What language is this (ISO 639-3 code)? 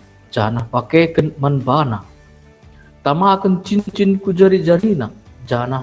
btx